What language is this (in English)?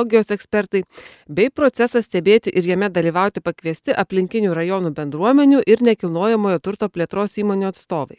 Lithuanian